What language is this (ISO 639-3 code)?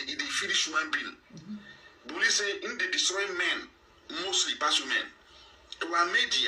pcm